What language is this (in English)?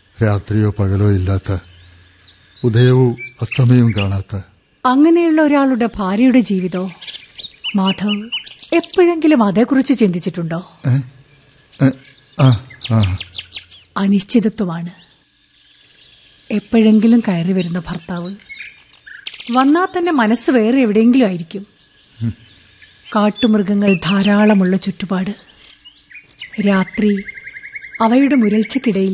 Malayalam